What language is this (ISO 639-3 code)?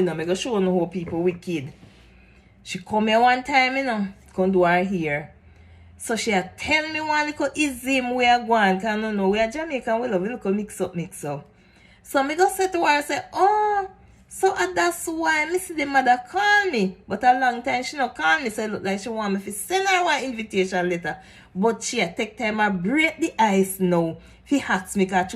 jam